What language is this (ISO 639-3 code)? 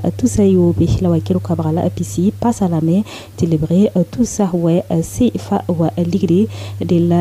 mos